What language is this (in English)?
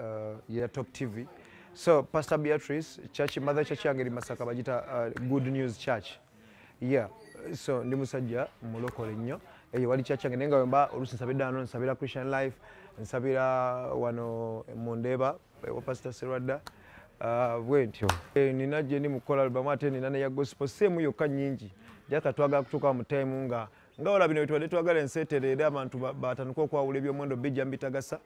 Ganda